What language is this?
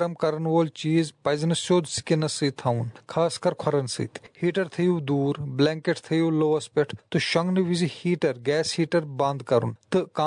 Kashmiri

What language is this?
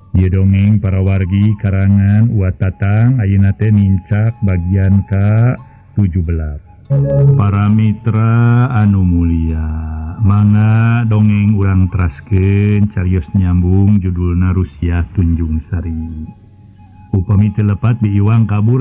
Sundanese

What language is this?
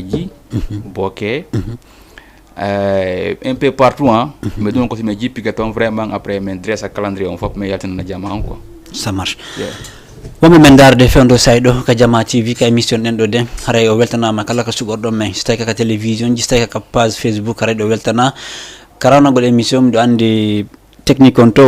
Fula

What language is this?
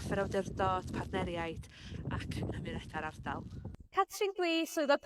Welsh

